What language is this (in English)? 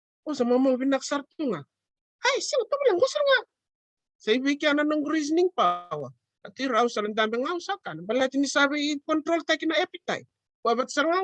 Fijian